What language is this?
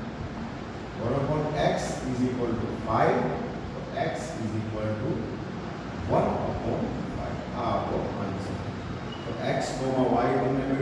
Gujarati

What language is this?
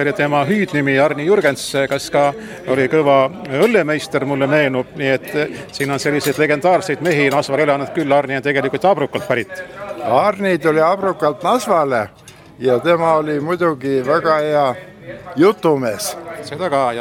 Estonian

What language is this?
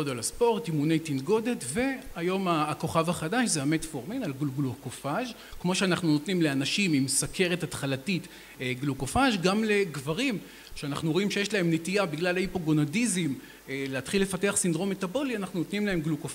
Hebrew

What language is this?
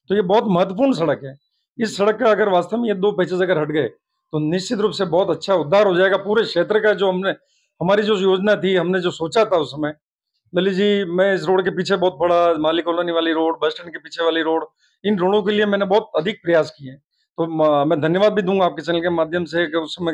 Hindi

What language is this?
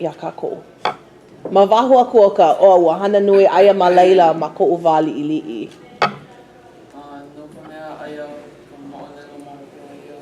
Hawaiian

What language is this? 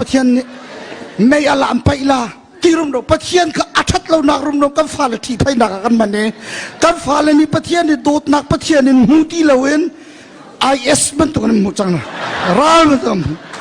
Hakha Chin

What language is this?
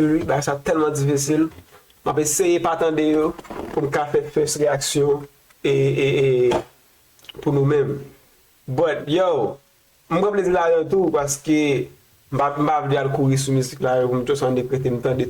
Haitian Creole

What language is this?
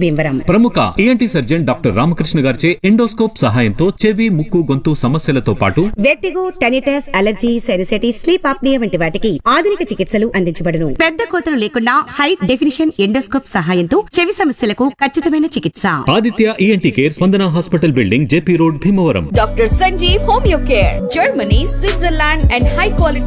Telugu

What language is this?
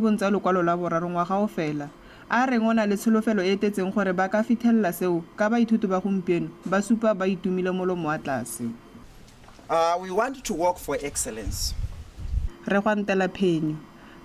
Tswana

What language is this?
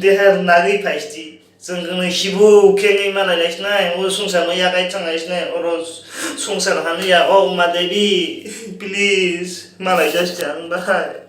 Kok Borok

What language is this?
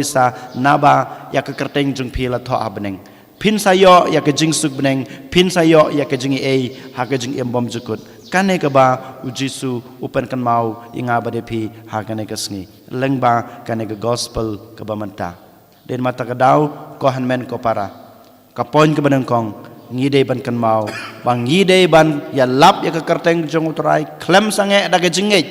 Khasi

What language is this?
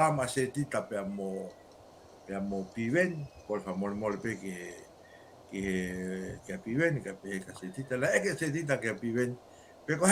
Tongan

